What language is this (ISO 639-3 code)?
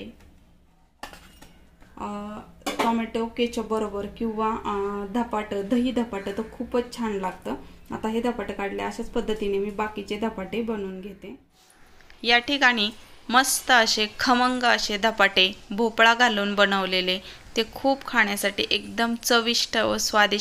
mar